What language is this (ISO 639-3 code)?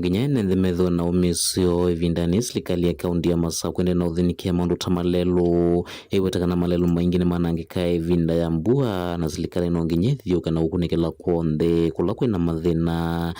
kam